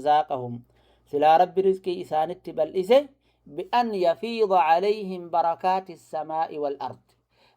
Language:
Oromo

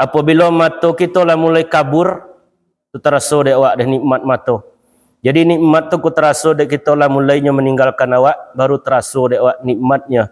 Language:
Minangkabau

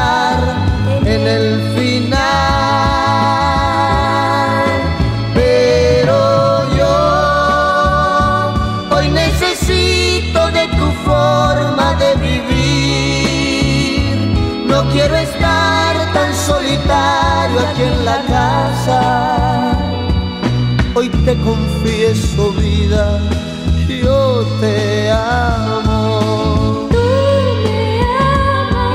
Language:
Spanish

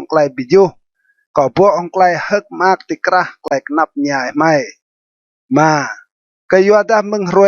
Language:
Rade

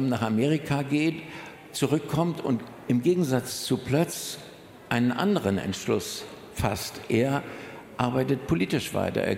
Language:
German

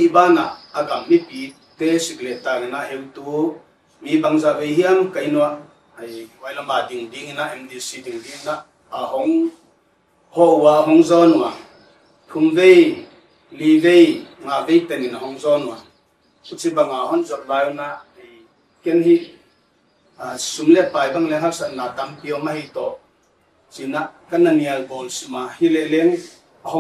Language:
Paite Chin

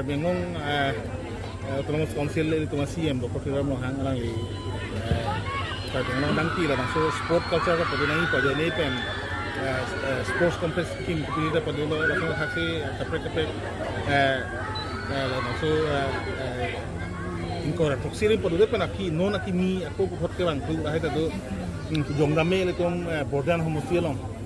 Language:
Karbi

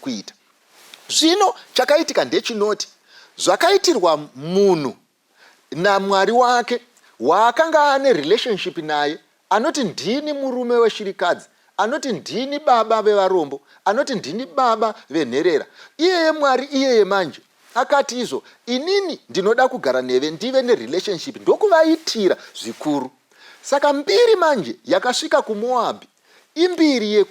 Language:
Shona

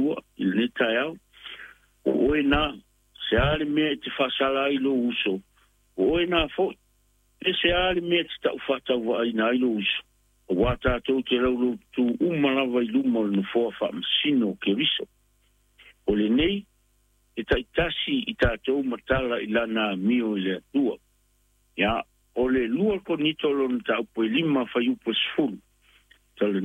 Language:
Samoan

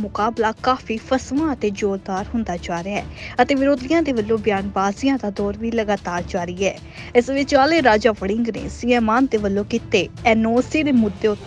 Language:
Punjabi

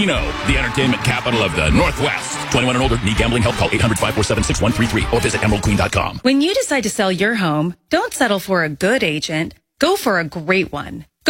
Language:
English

